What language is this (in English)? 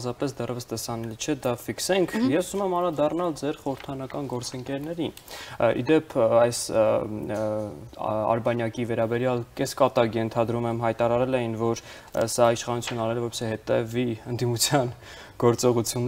Armenian